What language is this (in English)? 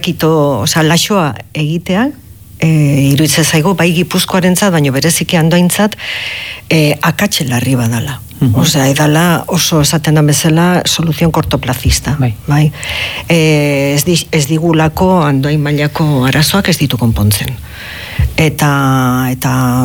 Basque